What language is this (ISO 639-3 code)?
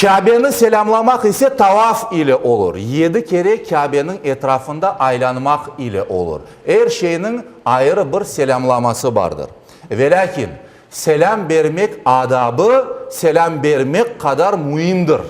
crh